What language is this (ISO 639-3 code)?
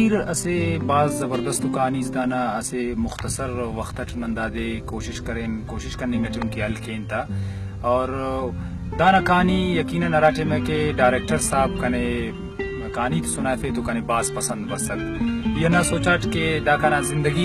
brh